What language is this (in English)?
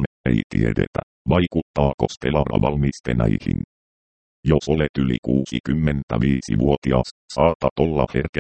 Finnish